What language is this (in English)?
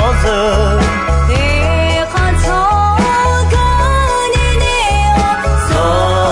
Akha